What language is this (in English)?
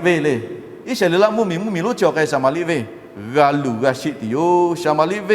Lahu